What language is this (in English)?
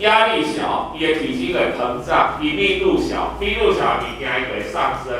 Min Nan Chinese